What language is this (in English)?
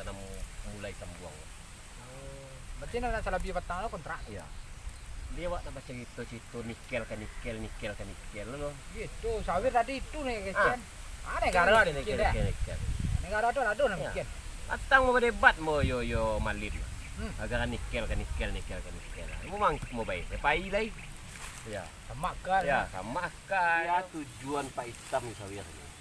Minangkabau